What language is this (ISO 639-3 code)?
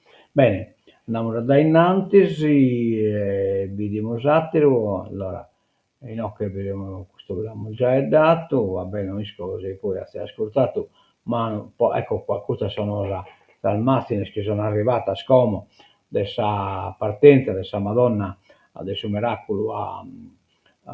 srd